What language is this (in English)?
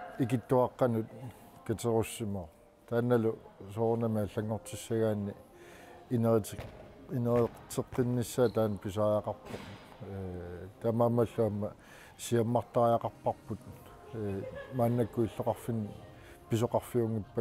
Kalaallisut